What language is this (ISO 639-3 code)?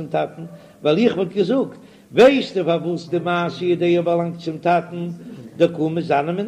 yid